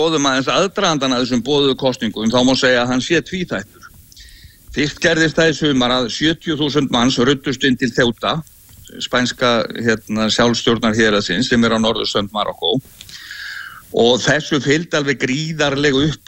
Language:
Icelandic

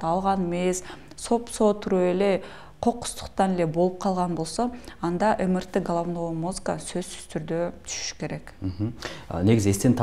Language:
Kyrgyz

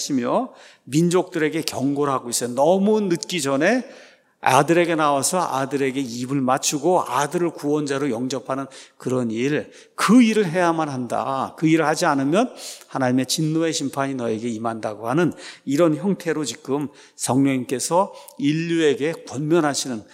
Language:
Korean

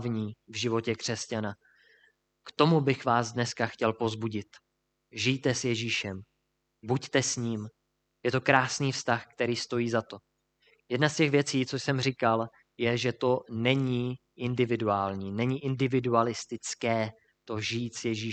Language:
Czech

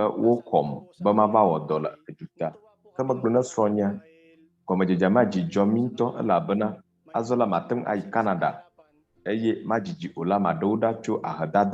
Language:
Ewe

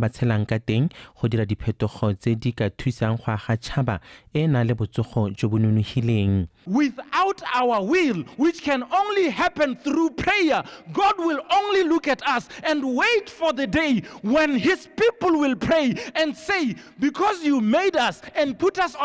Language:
Tswana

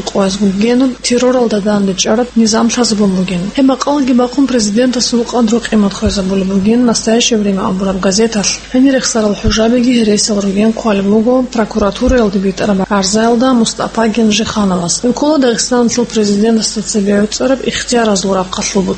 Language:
Avaric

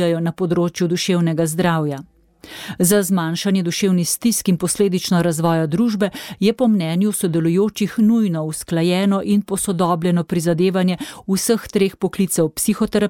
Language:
Slovenian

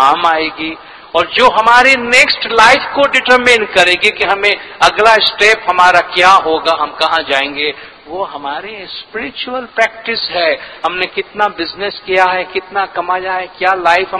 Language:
Urdu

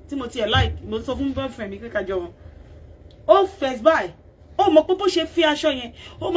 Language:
Yoruba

